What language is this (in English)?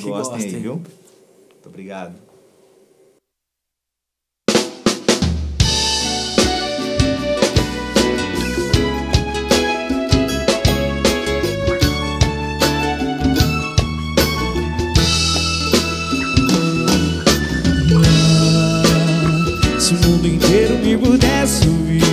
Portuguese